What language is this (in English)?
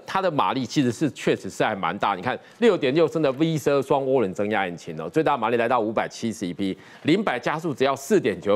Chinese